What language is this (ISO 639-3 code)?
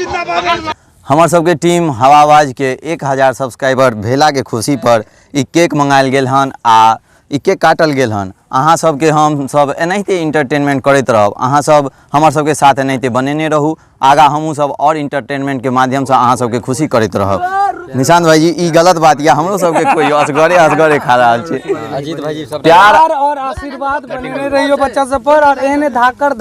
mai